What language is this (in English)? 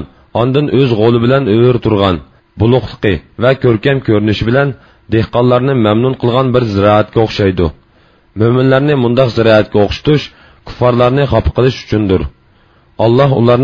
Uyghur